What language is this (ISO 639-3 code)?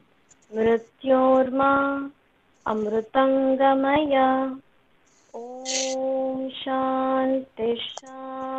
kan